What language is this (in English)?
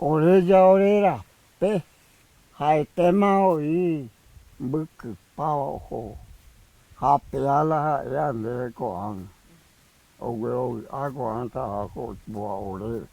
Guarani